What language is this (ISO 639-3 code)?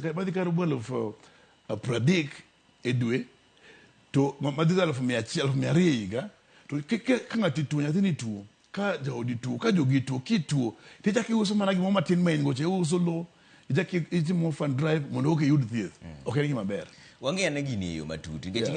luo